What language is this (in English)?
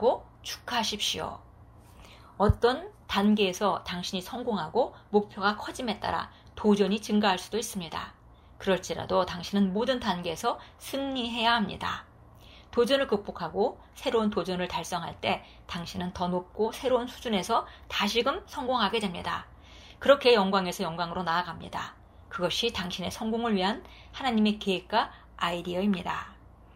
Korean